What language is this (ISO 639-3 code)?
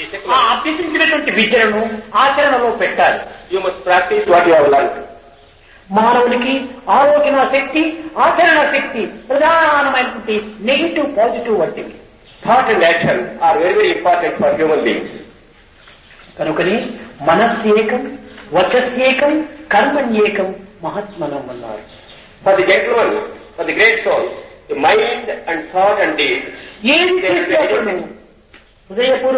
tel